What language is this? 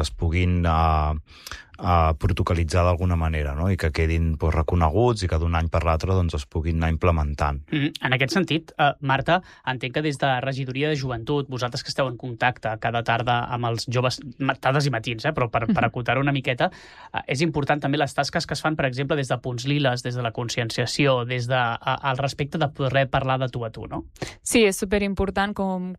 Catalan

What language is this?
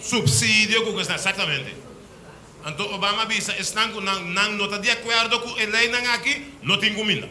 Papiamento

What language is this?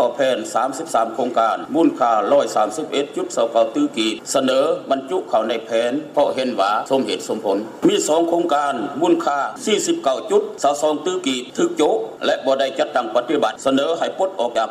Lao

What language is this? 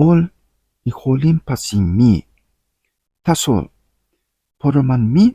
Tok Pisin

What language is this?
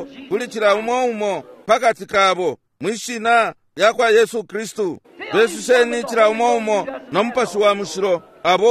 Bemba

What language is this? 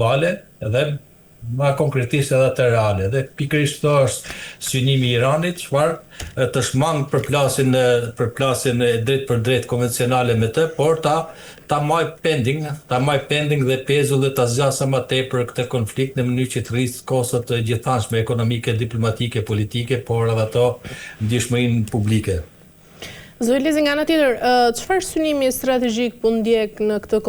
Albanian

